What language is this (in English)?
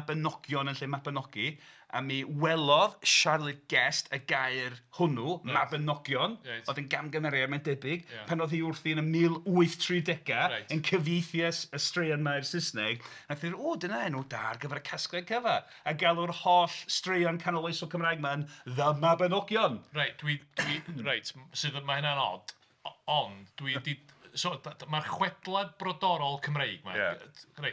Welsh